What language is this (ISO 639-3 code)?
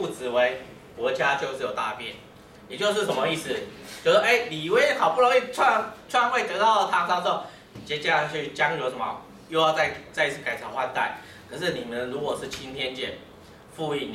zho